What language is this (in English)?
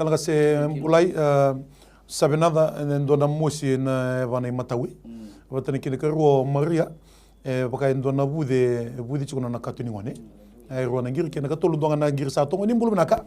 Fijian